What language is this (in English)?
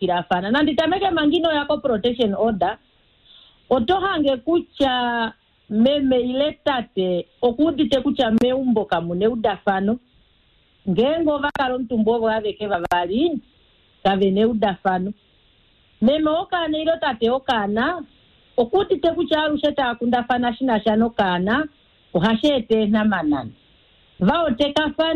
Kuanyama